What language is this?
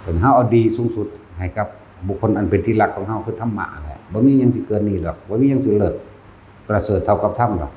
Northeastern Thai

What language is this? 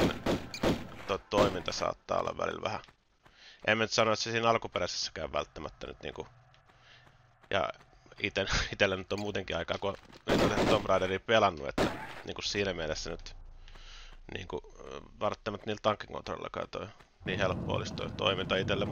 Finnish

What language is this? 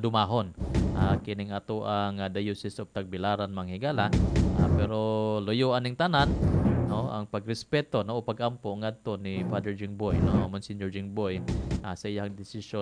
Cebuano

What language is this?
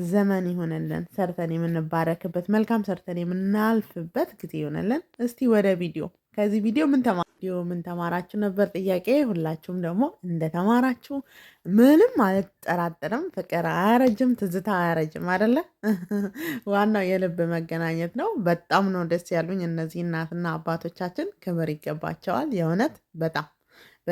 Amharic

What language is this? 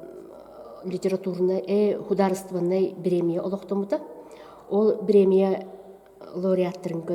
Yakut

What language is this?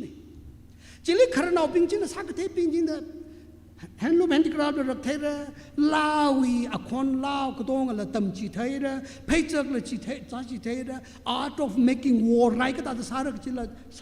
Tangkhul Naga (India)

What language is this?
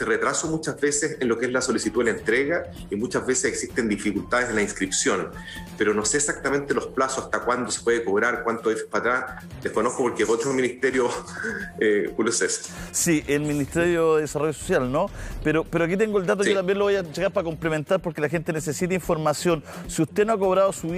Spanish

